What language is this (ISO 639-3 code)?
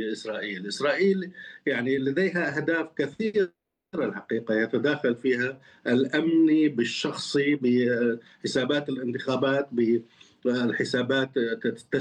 ara